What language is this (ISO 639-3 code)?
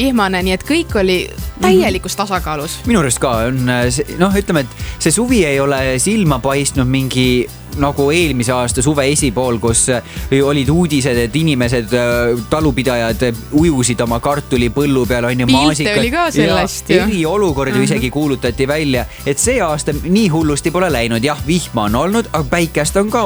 est